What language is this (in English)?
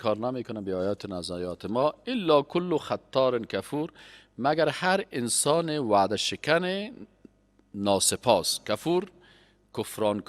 Persian